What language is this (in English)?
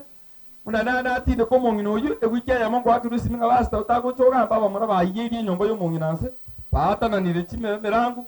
Gusii